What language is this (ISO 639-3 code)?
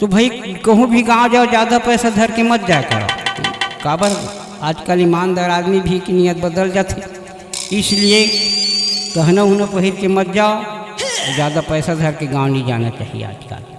hne